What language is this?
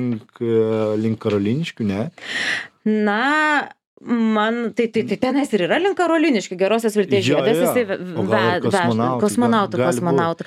Lithuanian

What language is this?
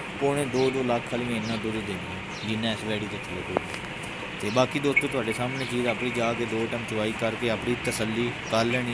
Punjabi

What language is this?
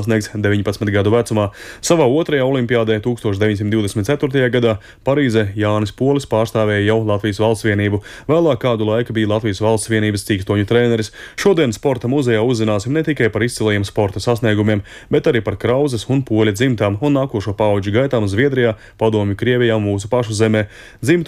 Latvian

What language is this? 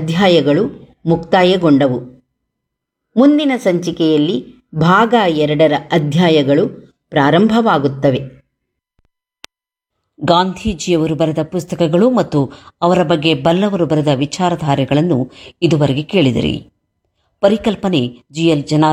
Kannada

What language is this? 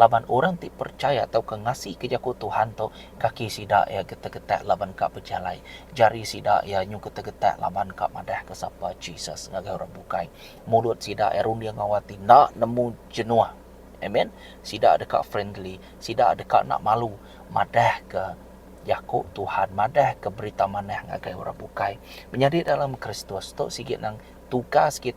Iban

